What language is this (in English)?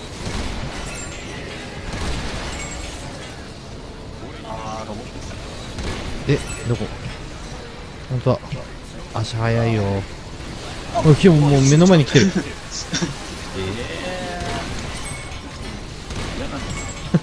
Japanese